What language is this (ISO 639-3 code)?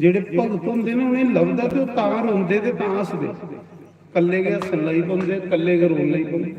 doi